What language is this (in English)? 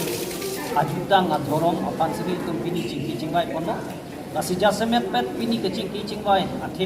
Karbi